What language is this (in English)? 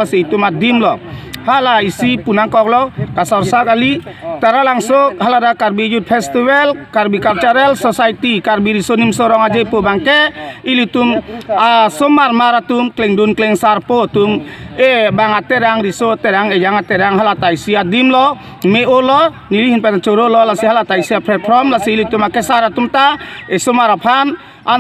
Karbi